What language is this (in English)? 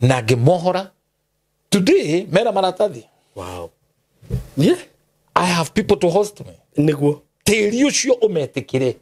Kikuyu